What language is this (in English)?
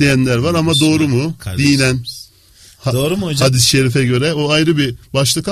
Turkish